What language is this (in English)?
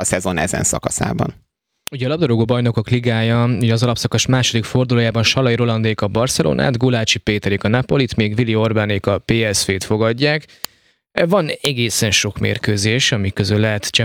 Hungarian